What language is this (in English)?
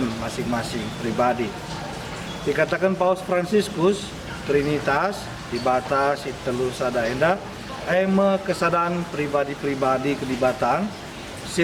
Batak Karo